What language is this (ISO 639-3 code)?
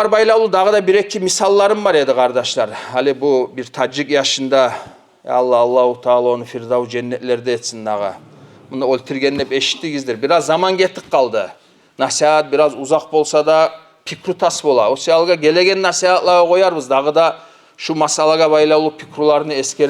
kum